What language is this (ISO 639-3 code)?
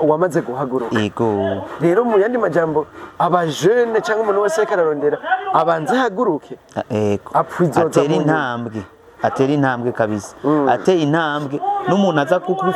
run